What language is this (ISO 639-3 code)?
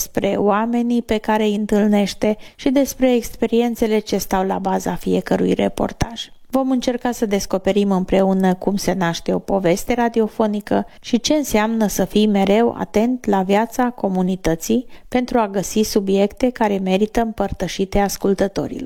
ron